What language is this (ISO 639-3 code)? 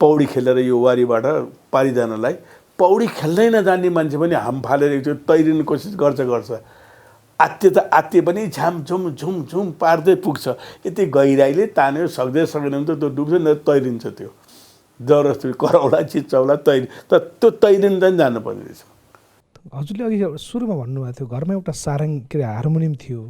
nep